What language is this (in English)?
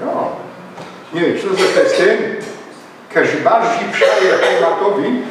Silesian